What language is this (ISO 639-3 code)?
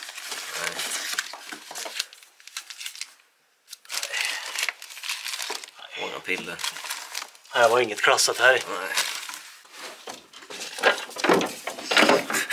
swe